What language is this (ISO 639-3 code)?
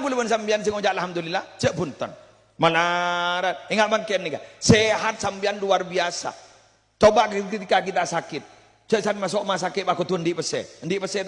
mad